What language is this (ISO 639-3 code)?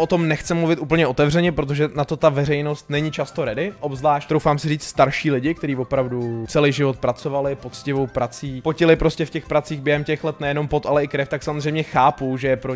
ces